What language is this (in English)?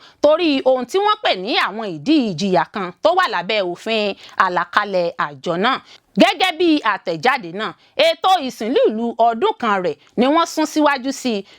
Yoruba